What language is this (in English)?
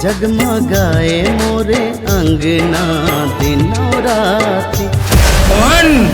Chhattisgarhi